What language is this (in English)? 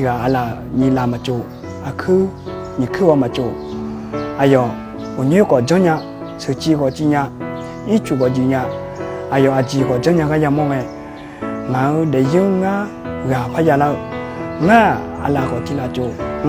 Akha